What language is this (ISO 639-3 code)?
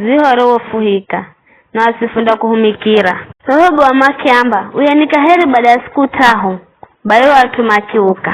nyf